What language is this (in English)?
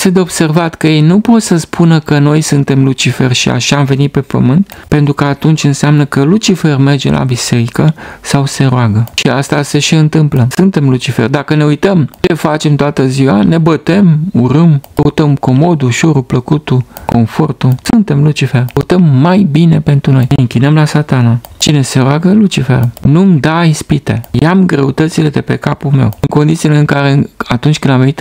Romanian